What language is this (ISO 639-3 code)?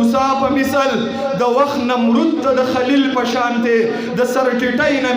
pus